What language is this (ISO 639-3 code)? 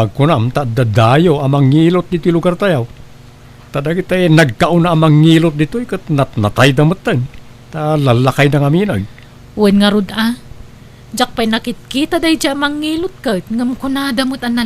ilo